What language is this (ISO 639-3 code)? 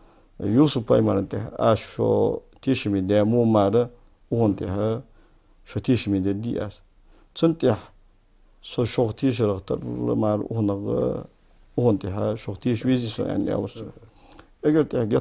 inh